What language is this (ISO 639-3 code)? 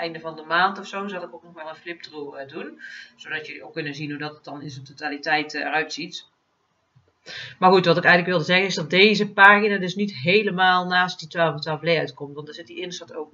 nld